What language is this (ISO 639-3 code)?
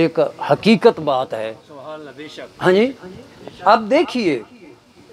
urd